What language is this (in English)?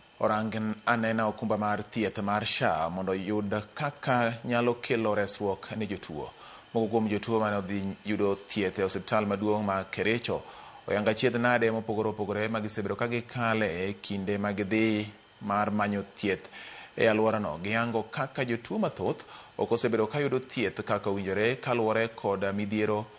Luo (Kenya and Tanzania)